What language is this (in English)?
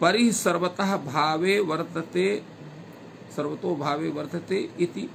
Sanskrit